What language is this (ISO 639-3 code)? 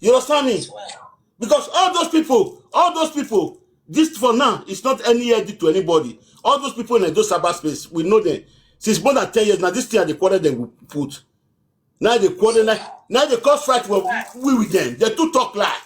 pcm